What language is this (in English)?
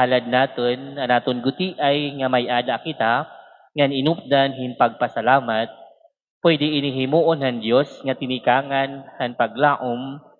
Waray